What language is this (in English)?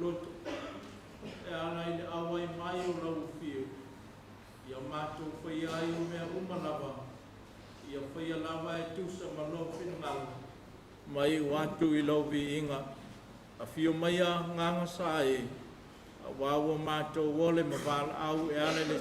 Samoan